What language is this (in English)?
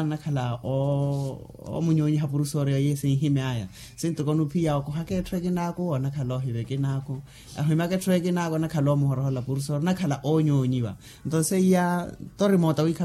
Makhuwa